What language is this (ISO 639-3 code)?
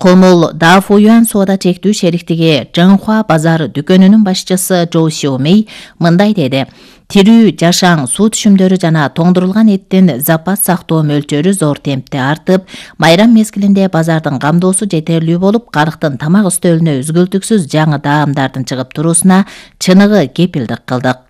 kir